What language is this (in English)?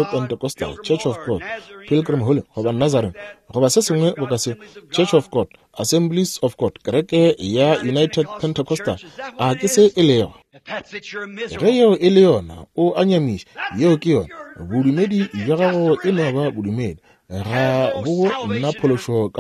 Northern Sotho